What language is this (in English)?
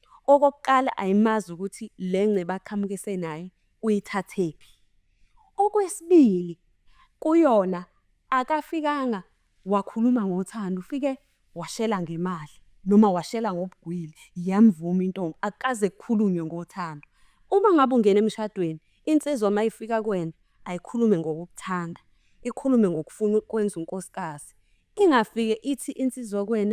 Zulu